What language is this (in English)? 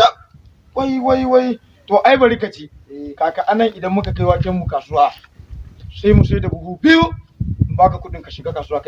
Hausa